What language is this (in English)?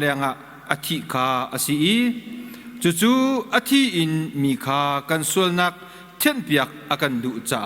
Hakha Chin